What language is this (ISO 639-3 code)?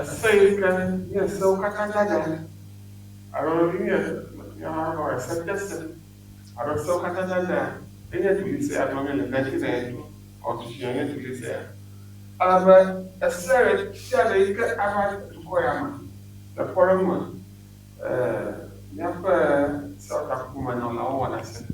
ewe